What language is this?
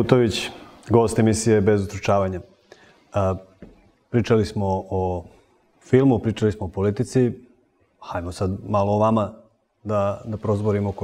Serbian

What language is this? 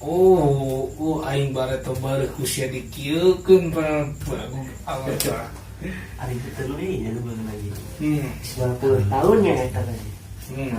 Sundanese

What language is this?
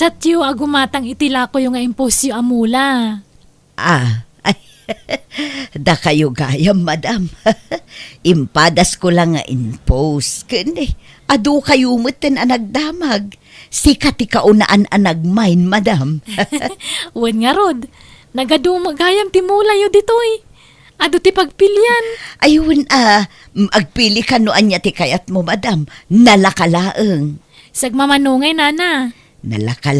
Iloko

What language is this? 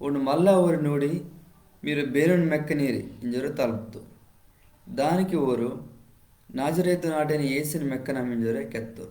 Koya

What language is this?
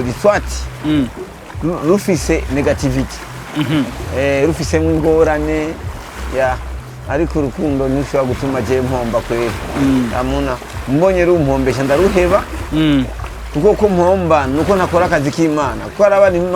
Rundi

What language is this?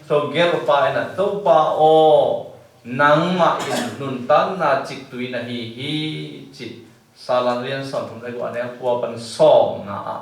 Tedim Chin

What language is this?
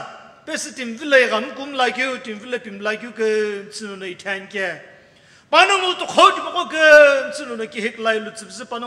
Sumi Naga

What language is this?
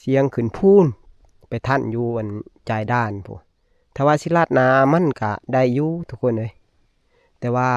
Northeastern Thai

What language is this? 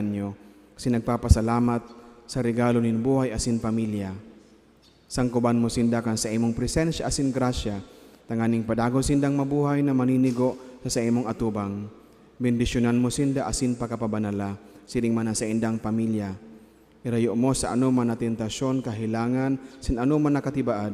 Bikol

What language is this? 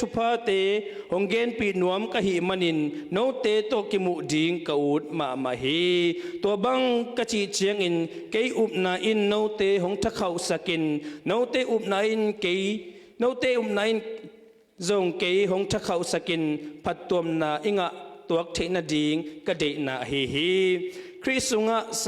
Tedim Chin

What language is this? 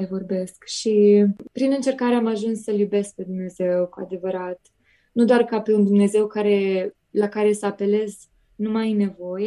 Romanian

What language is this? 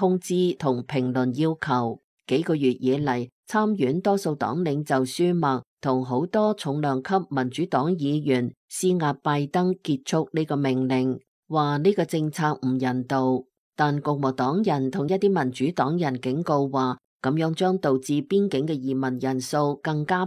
Cantonese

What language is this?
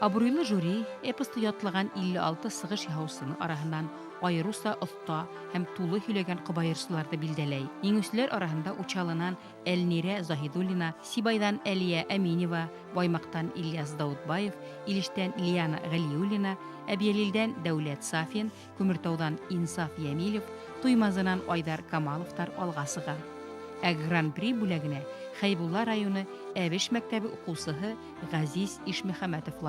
Bashkir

